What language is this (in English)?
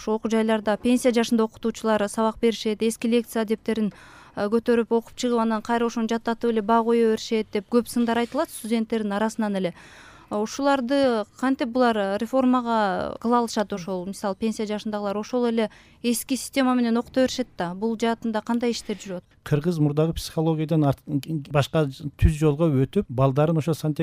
Kyrgyz